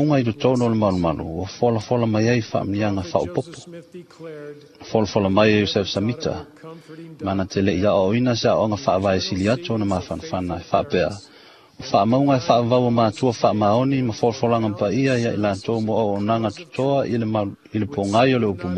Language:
Samoan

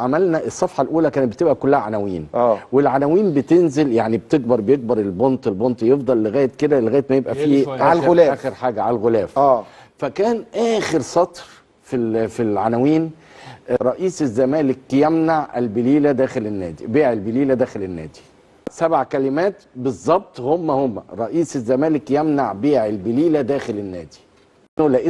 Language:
Egyptian Arabic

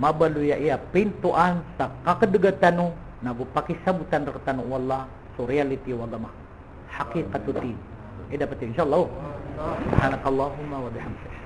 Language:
Maranao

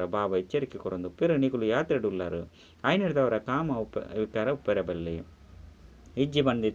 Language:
Tulu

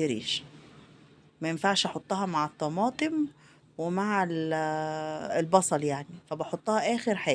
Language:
Egyptian Arabic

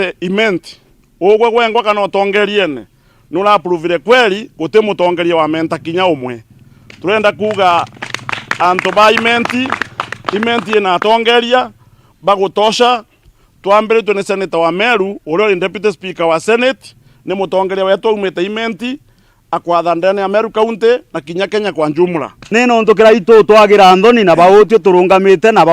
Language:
Meru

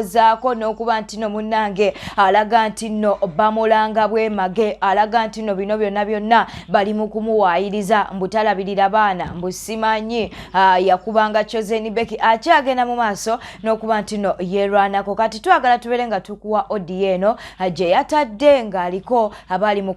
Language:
Ganda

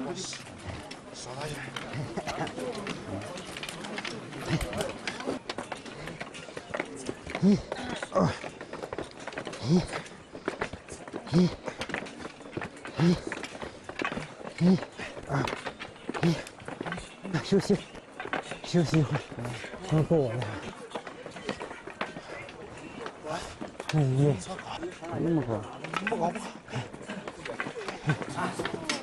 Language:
Chinese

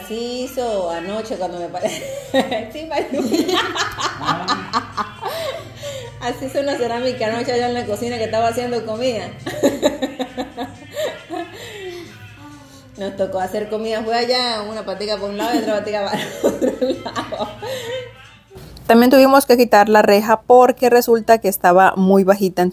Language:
Spanish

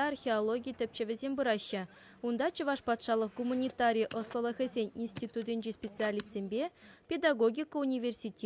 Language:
Chuvash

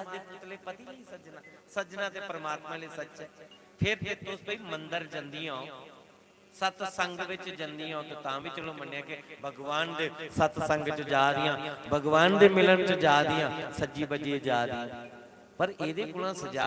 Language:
Dogri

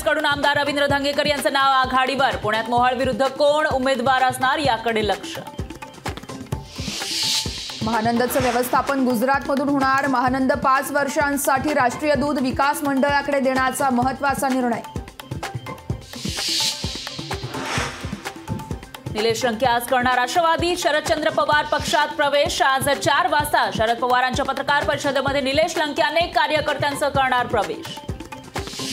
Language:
Marathi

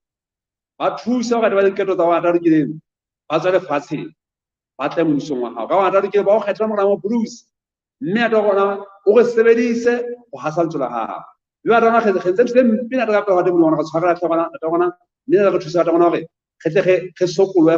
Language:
Southern Sotho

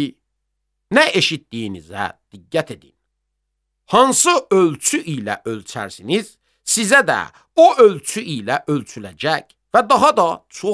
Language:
Azerbaijani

